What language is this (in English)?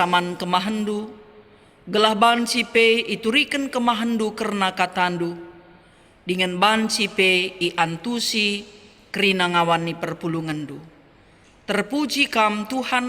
Batak Karo